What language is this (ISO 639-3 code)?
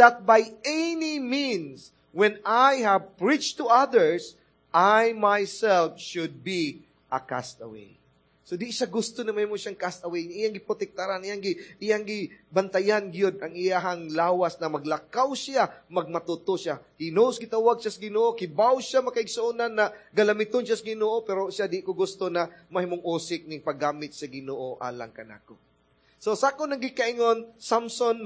ceb